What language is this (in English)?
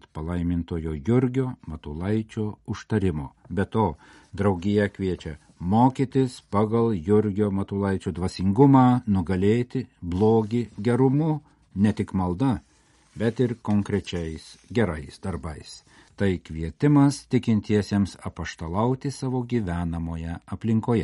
Lithuanian